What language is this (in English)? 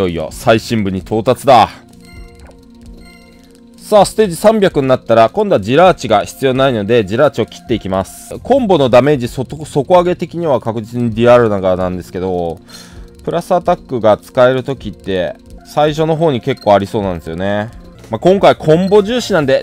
Japanese